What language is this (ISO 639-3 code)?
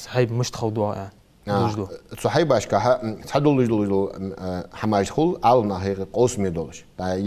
inh